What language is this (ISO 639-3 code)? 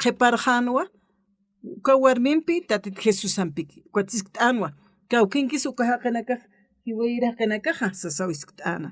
aym